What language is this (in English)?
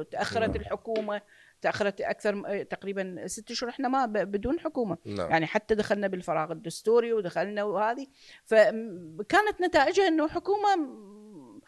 Mesopotamian Arabic